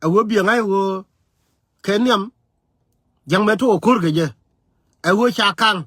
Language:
Nuer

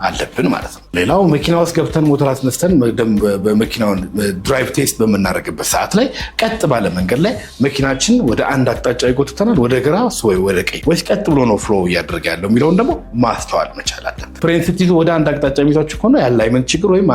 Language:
Amharic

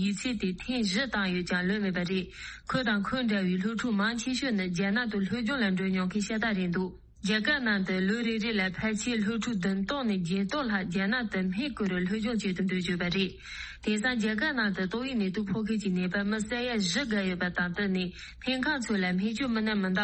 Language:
Tibetan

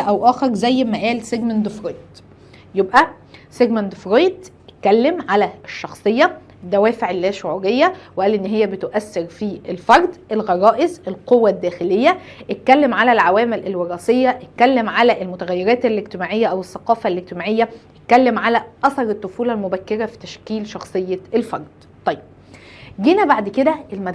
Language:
Egyptian Arabic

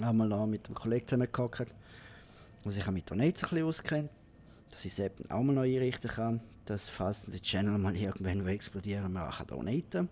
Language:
Swiss German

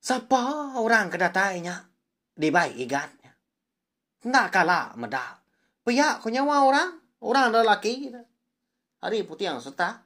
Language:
Iban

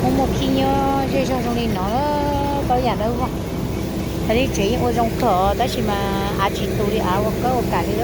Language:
Hmong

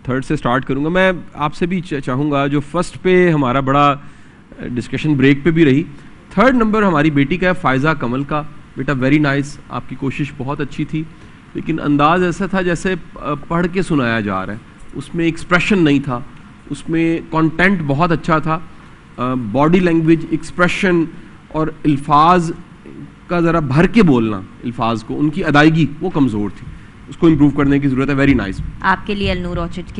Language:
Urdu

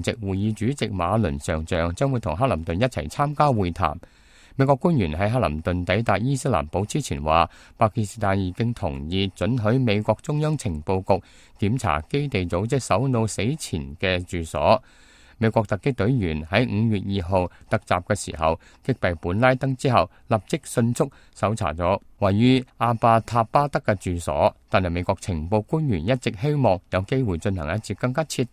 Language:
Cantonese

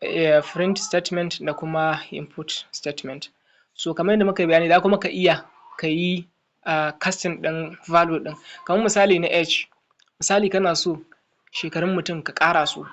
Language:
Hausa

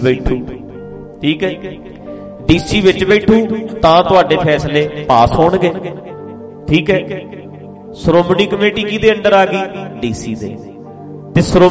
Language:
Punjabi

